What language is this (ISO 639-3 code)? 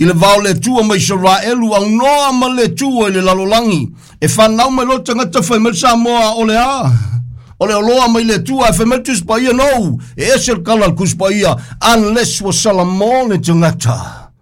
smo